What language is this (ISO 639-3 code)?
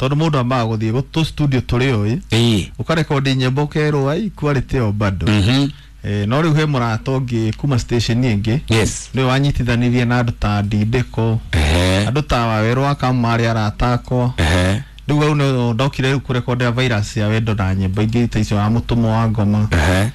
kik